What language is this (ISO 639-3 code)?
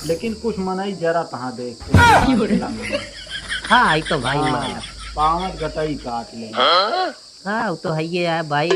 awa